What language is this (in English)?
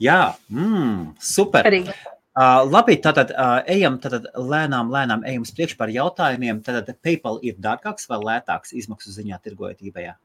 Latvian